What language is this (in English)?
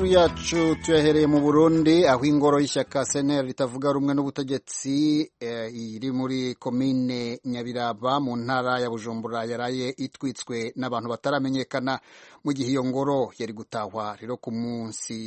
Kinyarwanda